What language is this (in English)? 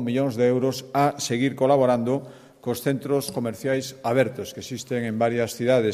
Galician